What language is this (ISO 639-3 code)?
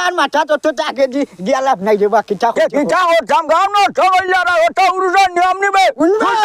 syl